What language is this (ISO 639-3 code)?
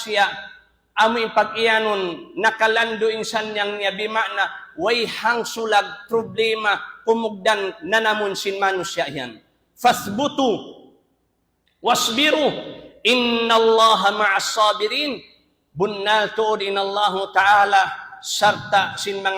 tsg